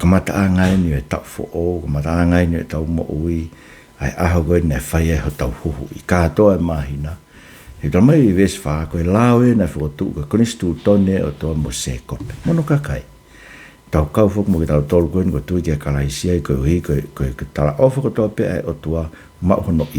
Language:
Tongan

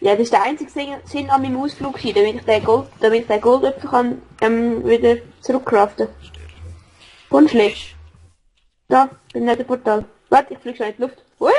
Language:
Swiss German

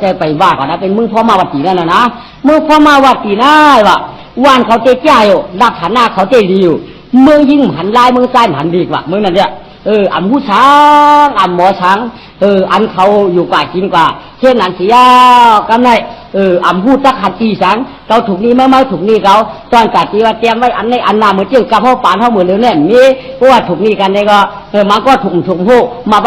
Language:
Shan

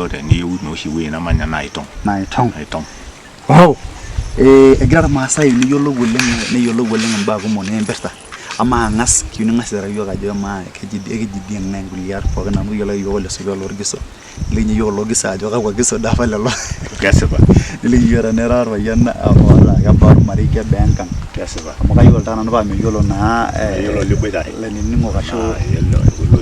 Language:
Masai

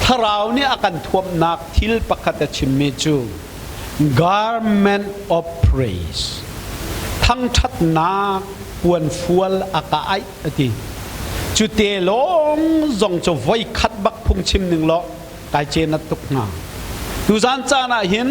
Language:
Hakha Chin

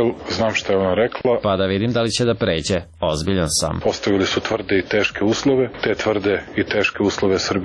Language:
Serbian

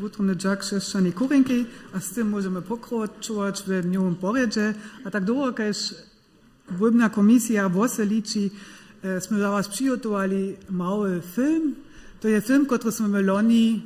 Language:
Upper Sorbian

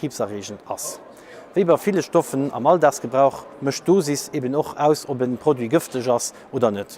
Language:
Luxembourgish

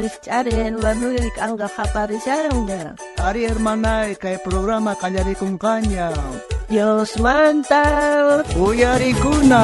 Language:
South Bolivian Quechua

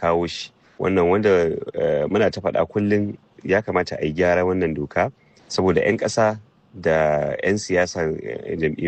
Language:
Hausa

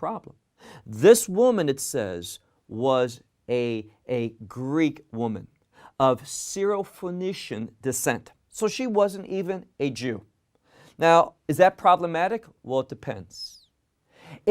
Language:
English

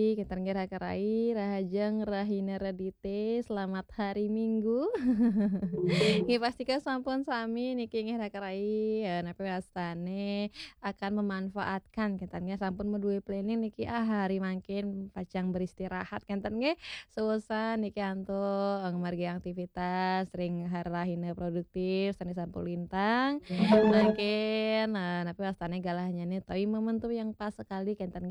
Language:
Balinese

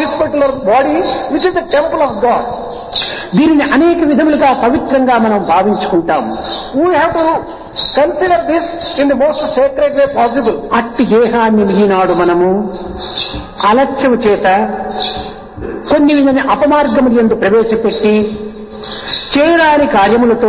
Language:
Telugu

